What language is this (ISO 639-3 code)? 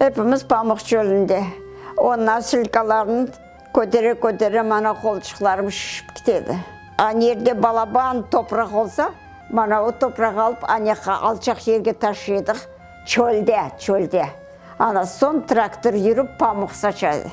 crh